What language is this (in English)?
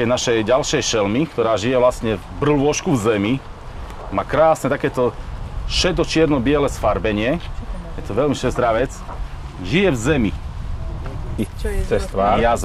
Slovak